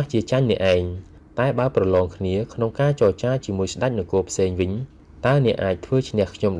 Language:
Khmer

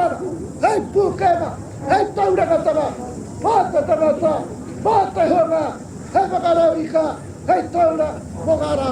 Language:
Māori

